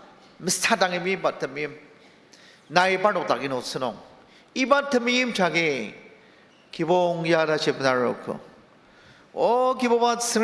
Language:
Ao Naga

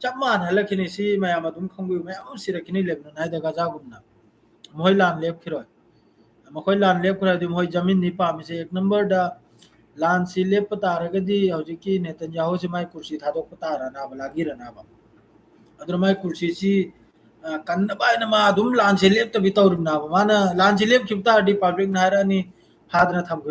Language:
Manipuri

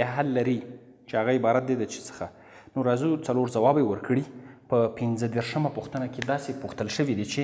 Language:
Pashto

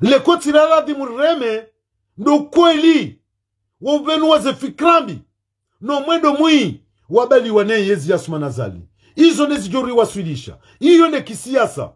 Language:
Ngazidja Comorian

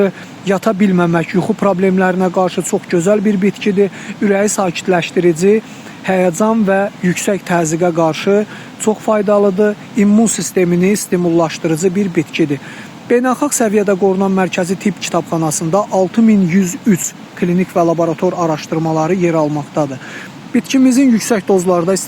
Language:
Azerbaijani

